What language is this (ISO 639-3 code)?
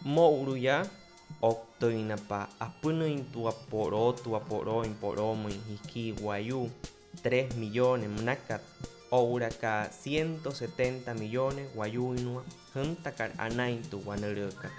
guc